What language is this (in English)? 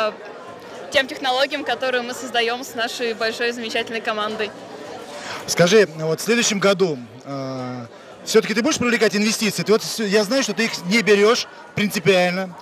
Russian